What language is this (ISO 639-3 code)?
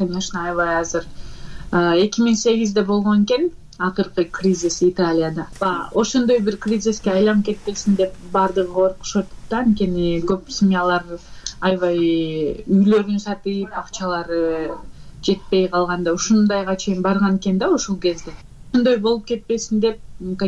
kir